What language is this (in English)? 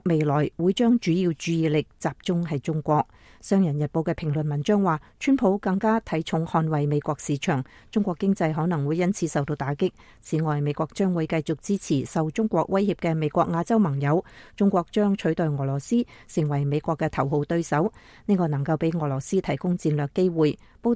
Cantonese